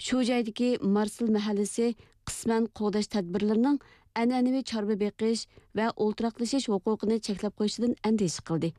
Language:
Uyghur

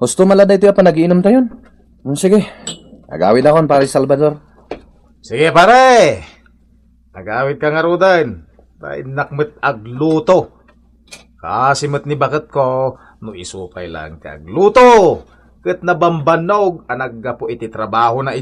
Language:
Iloko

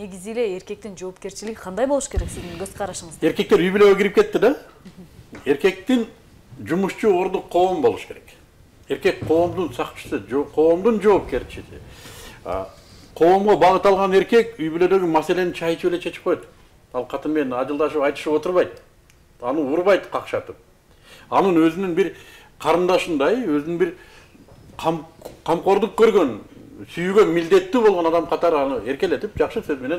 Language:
Kyrgyz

